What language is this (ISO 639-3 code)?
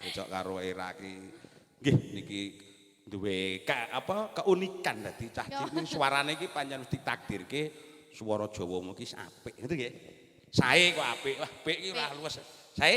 jav